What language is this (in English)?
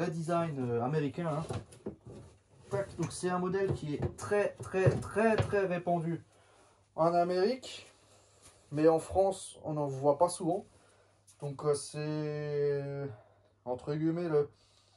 French